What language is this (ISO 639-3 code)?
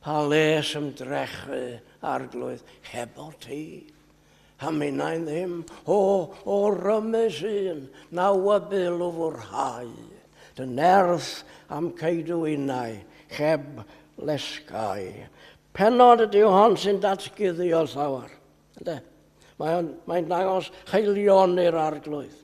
cym